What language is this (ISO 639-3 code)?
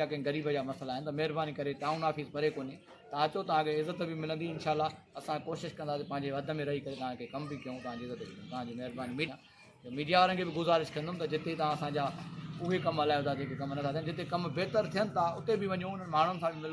snd